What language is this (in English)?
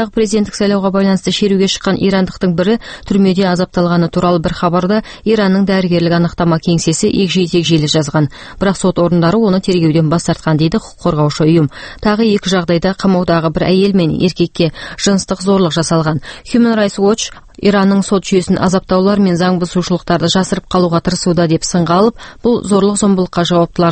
Kazakh